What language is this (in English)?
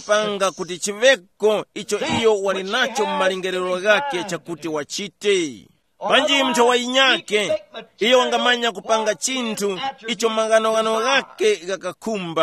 Tumbuka